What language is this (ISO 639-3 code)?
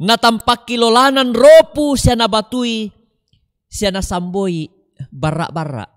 sda